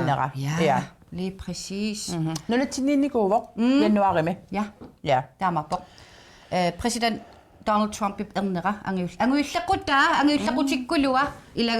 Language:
Kalaallisut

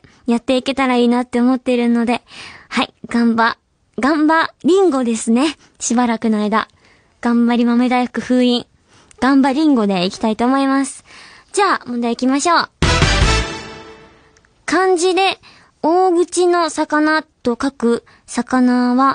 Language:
Japanese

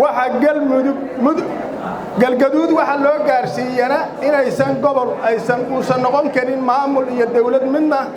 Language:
Somali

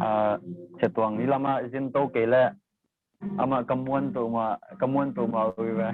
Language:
Tedim Chin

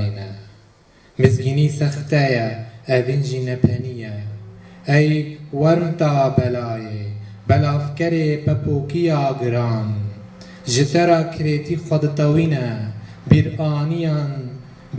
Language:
Kurdish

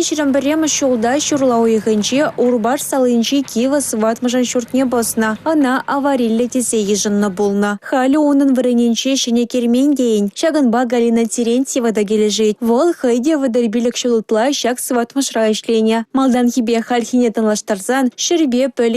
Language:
Chuvash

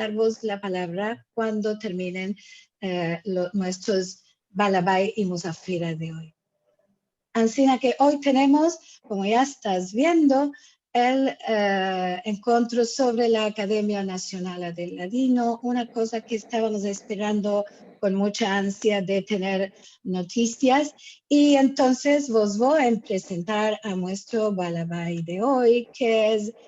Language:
Ladino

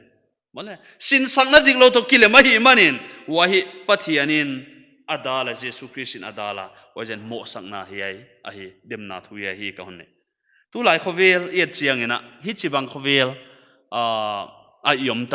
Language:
Paite Chin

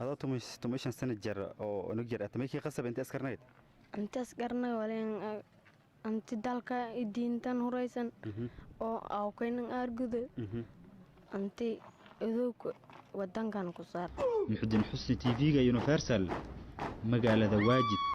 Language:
Somali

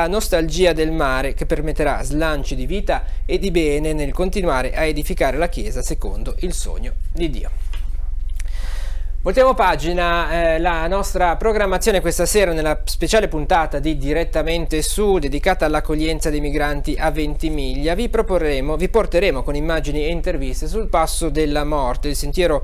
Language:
Italian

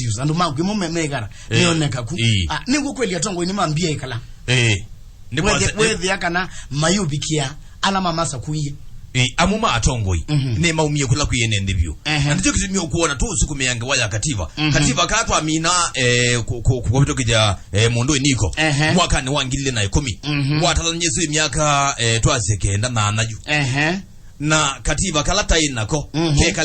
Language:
Kamba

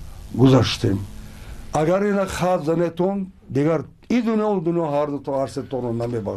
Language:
Tajik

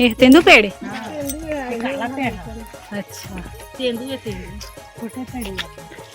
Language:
Chhattisgarhi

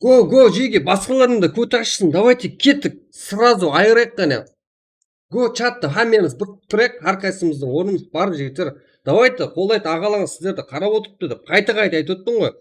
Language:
Kara-Kalpak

